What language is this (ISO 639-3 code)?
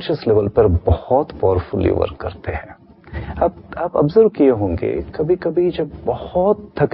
hin